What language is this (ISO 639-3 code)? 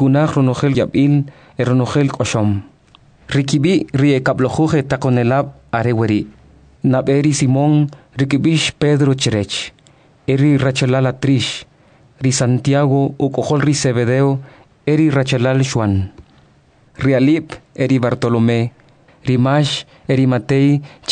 quc